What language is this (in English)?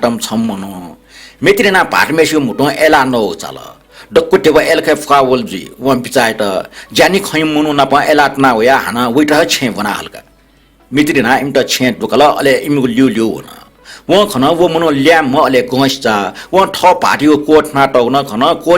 Newari